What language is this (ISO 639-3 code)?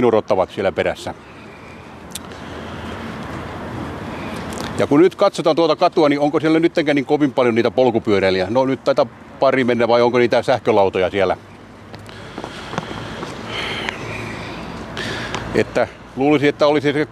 fin